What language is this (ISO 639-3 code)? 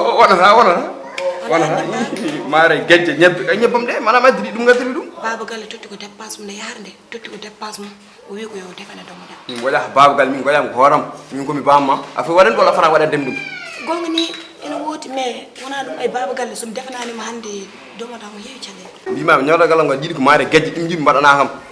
ful